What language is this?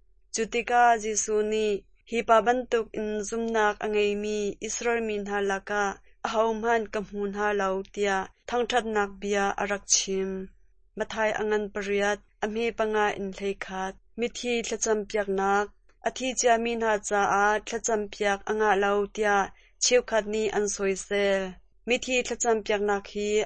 Hakha Chin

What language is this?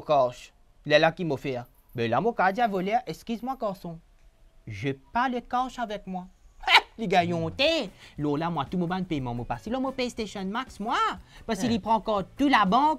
Morisyen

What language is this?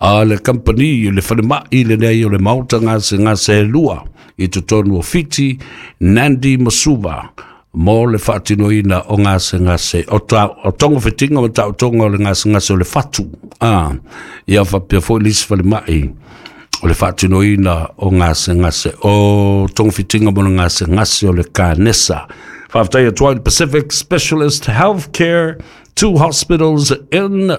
Samoan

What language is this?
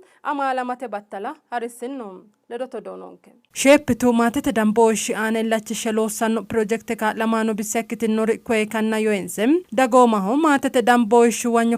Sidamo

